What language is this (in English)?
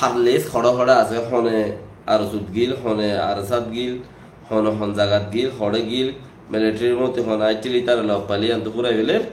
Rohingya